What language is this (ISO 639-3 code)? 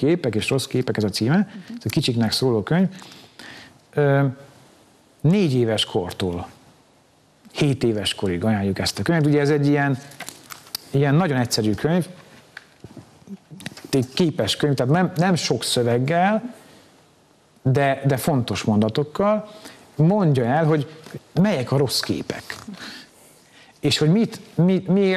hun